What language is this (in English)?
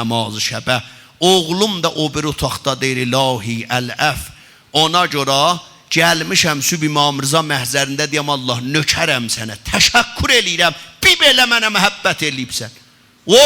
South Azerbaijani